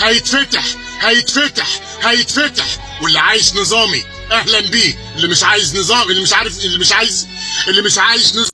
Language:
Egyptian Arabic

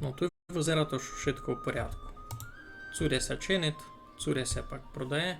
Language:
Rusyn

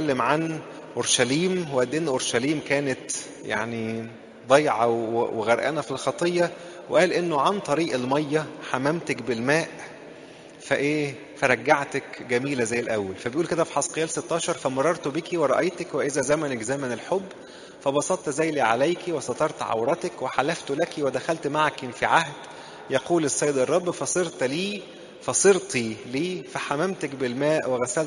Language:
Egyptian Arabic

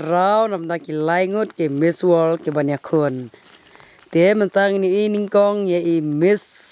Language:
Khasi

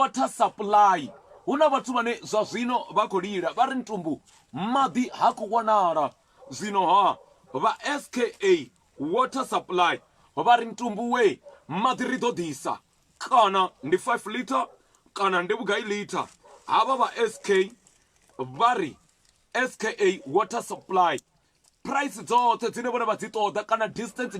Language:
Venda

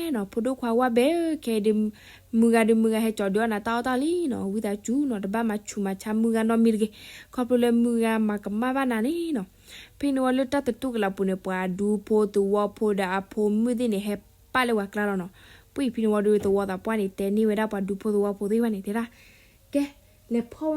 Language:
S'gaw Karen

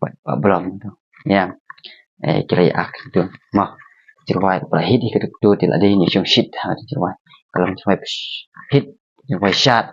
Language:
Khasi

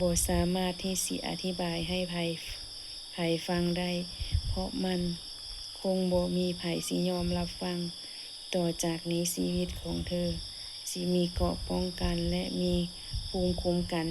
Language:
Lao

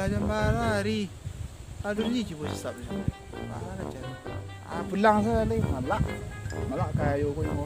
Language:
Minangkabau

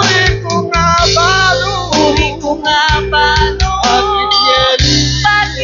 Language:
Pampanga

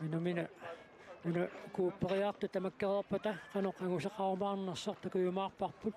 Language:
Kalaallisut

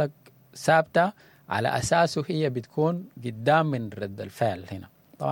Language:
Sudanese Arabic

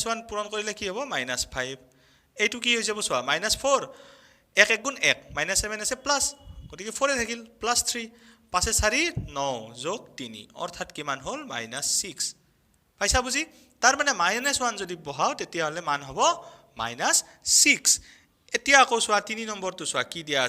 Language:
Assamese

